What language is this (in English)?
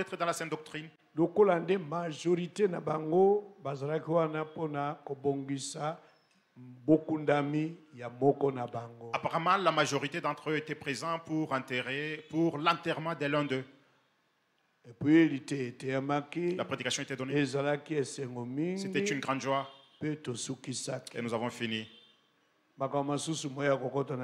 French